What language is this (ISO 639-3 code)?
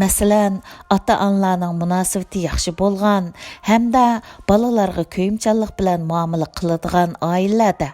uig